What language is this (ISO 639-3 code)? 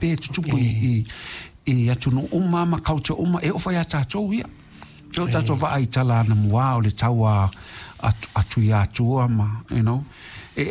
smo